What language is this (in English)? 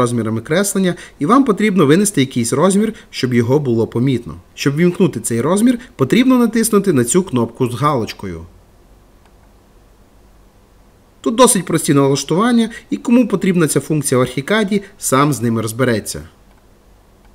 Ukrainian